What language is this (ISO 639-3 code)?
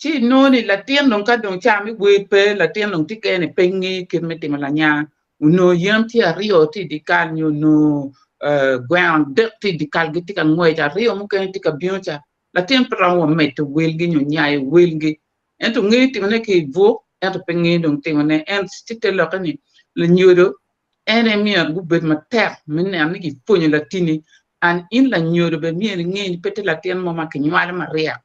ach